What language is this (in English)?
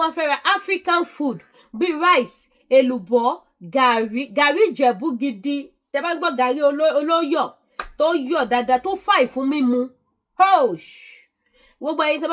Yoruba